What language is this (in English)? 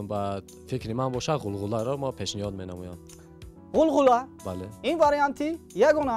Tajik